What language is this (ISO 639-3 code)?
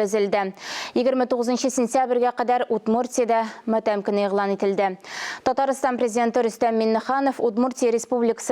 tat